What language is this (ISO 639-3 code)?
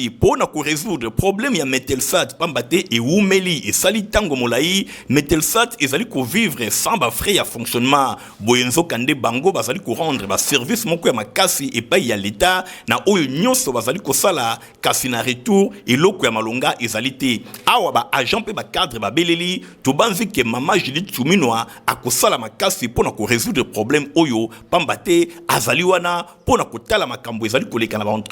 lin